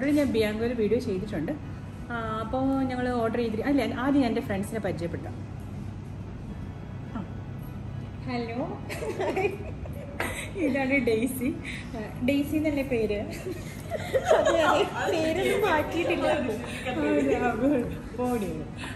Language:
Malayalam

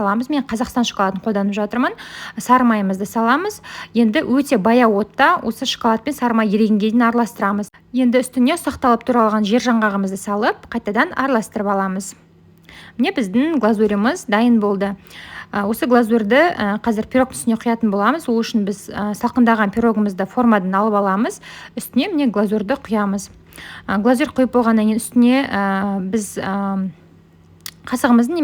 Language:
Kazakh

